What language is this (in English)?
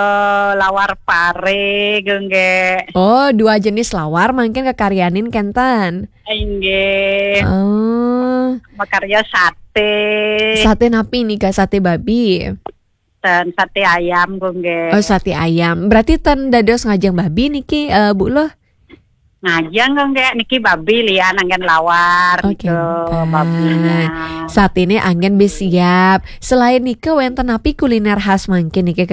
Balinese